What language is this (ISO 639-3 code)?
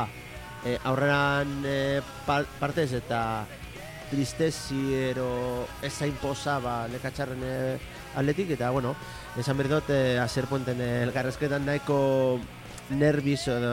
eus